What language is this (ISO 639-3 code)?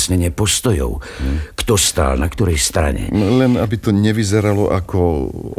slk